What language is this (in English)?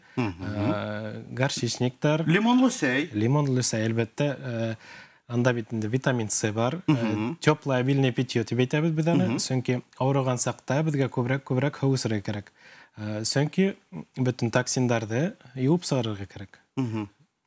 Bashkir